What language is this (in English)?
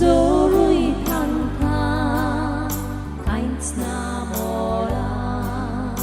Konkani